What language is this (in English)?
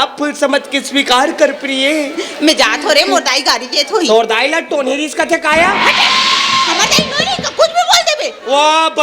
Chhattisgarhi